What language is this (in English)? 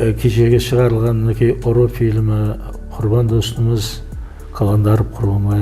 Kara-Kalpak